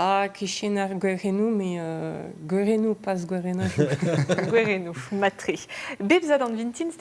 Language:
Breton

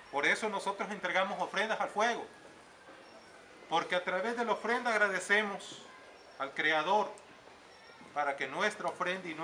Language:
Spanish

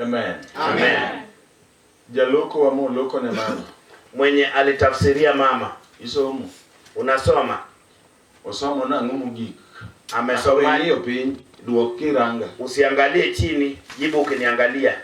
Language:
Luo (Kenya and Tanzania)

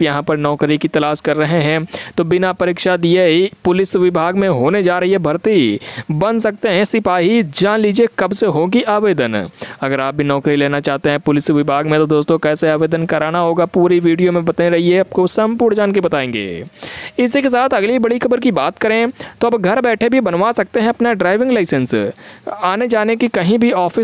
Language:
Hindi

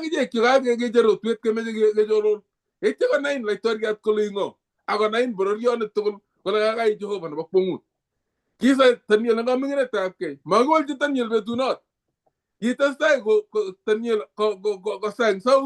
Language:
Kalenjin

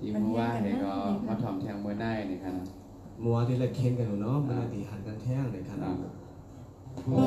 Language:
Shan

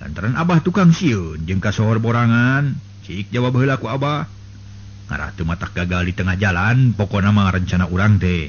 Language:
Sundanese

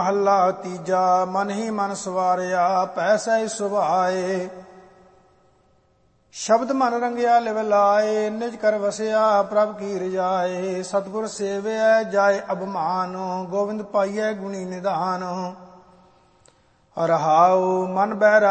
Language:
Punjabi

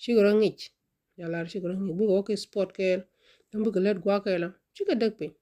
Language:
Nuer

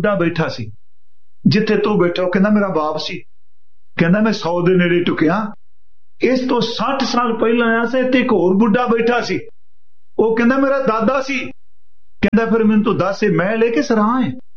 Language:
Punjabi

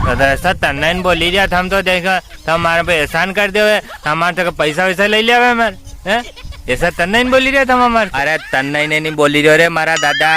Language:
Rajasthani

